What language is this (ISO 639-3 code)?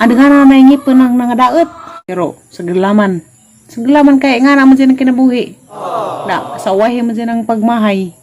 ceb